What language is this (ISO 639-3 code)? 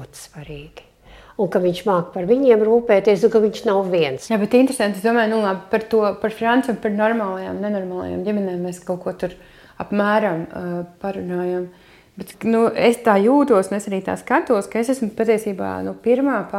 lav